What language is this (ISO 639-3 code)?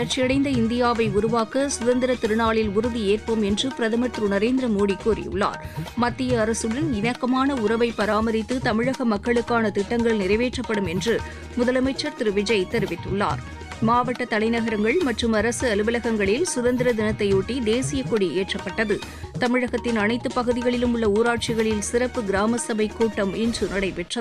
tam